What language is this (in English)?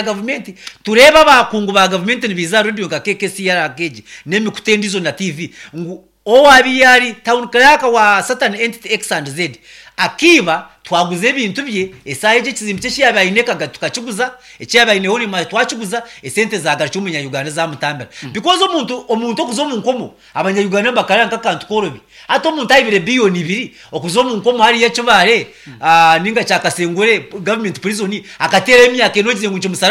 Nyankole